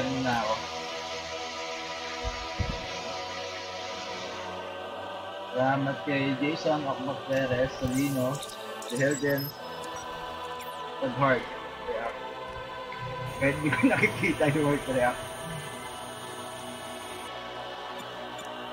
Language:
Filipino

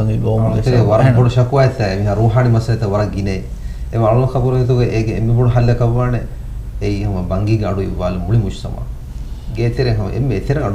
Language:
Divehi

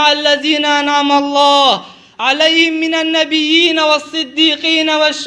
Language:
Kurdish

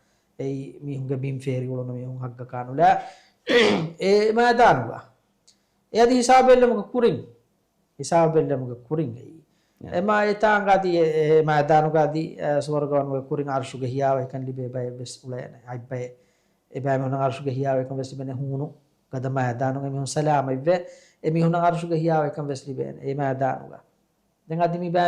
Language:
Divehi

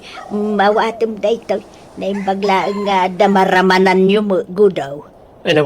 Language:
Iloko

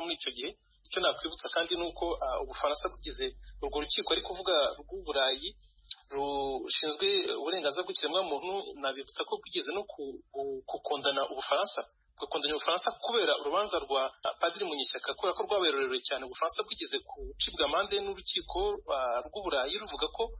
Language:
Kinyarwanda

